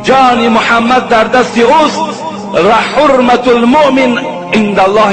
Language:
Tajik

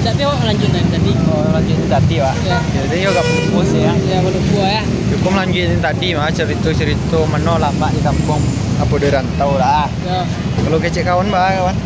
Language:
Minangkabau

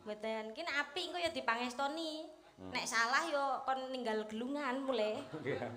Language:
Javanese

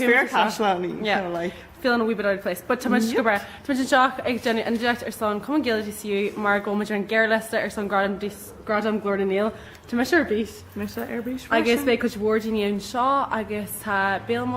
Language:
Irish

